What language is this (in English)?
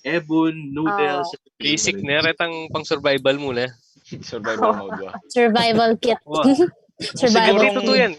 Pampanga